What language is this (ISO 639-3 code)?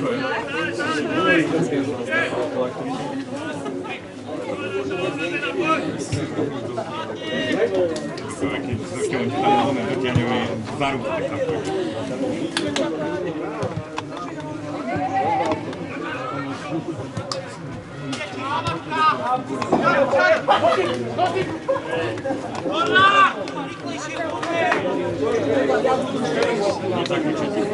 slk